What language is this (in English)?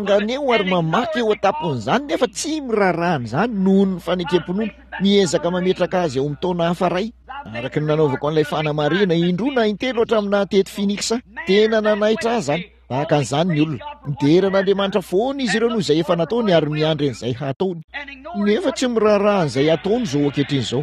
Malagasy